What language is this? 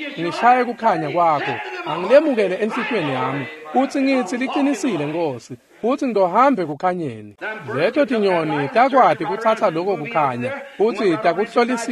Swati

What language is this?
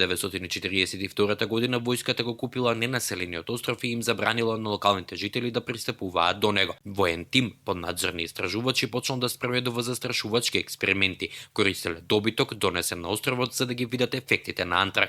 Macedonian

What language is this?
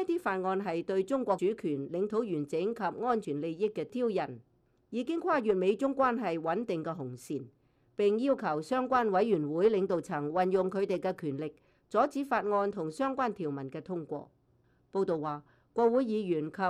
Cantonese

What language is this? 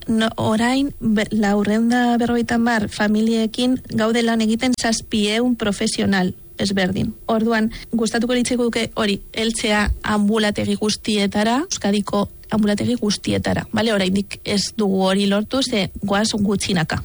Basque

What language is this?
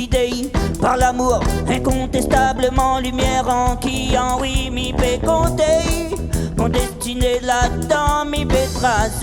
Réunion Creole French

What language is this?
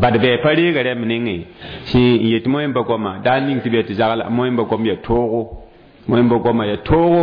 Mossi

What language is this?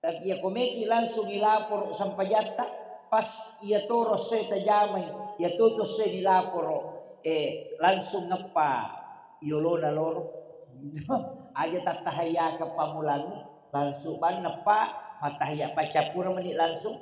Buginese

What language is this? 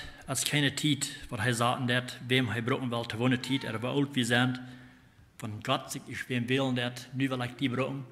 Plautdietsch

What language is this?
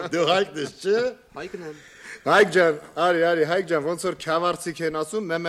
Armenian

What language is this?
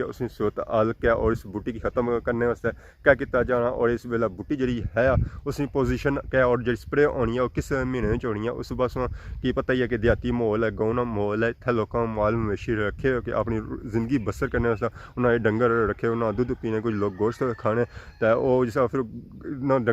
Pahari-Potwari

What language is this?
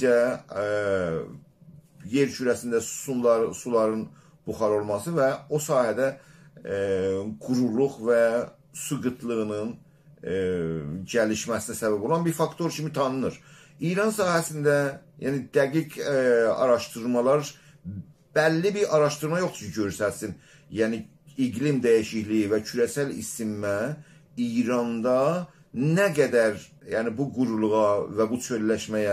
South Azerbaijani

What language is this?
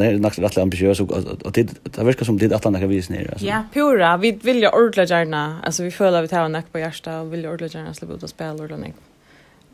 Faroese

